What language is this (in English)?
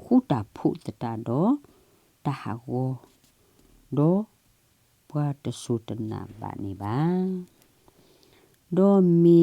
S'gaw Karen